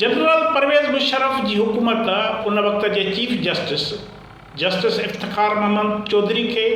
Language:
Sindhi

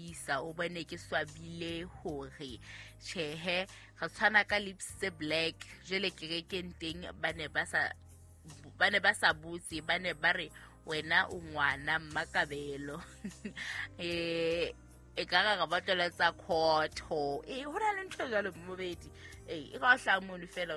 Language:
Southern Sotho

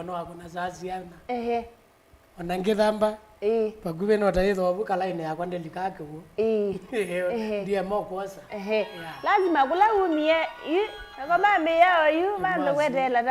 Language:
Kamba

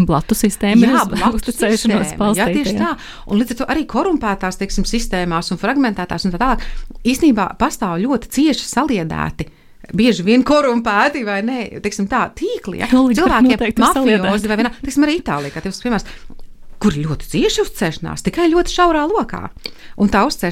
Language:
Latvian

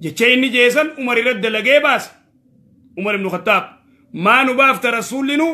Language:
Oromo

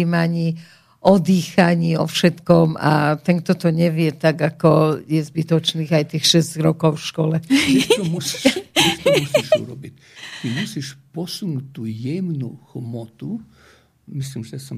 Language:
Slovak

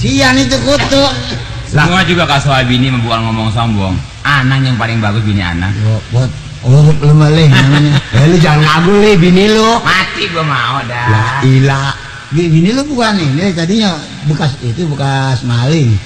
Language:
Betawi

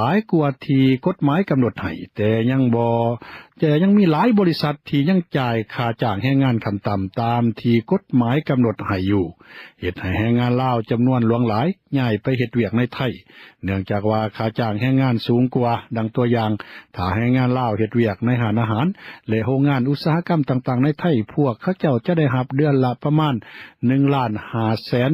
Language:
Lao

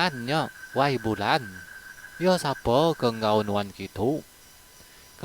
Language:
Iban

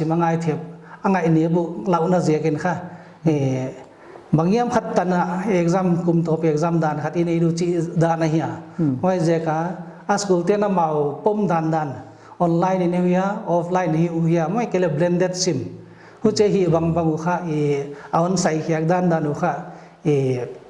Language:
Paite Chin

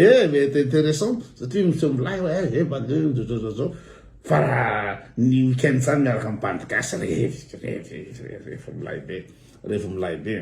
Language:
Malagasy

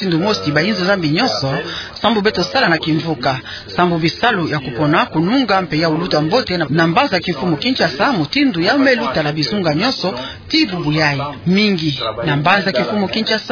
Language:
Kituba (Democratic Republic of Congo)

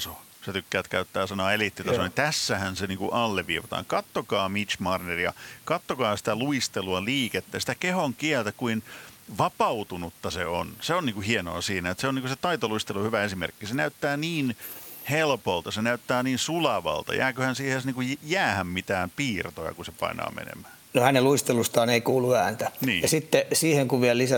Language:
Finnish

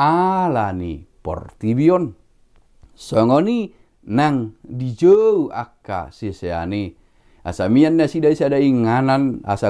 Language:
Batak Toba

